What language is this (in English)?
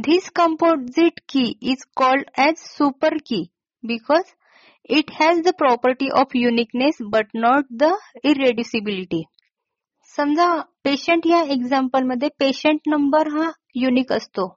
Marathi